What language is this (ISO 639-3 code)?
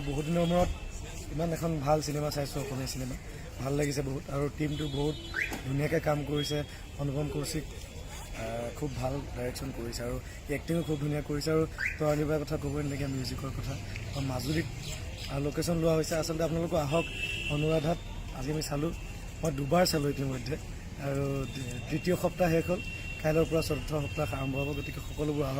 asm